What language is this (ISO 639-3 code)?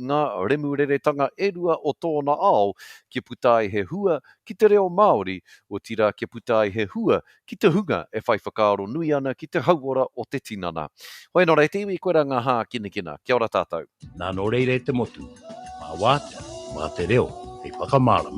mri